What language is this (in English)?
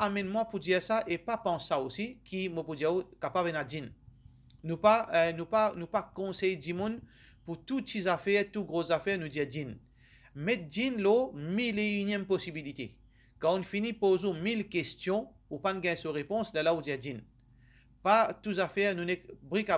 Morisyen